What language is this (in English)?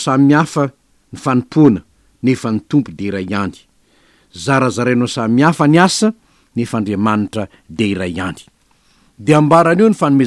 Malagasy